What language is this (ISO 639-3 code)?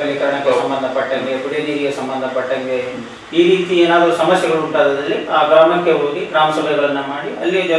kan